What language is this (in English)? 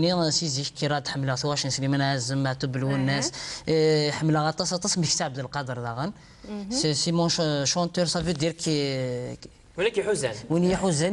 Kabyle